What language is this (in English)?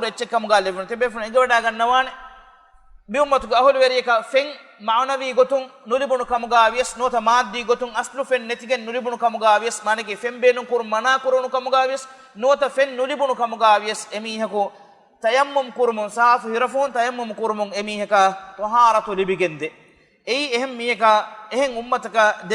Divehi